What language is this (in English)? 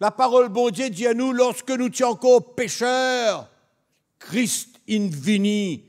Morisyen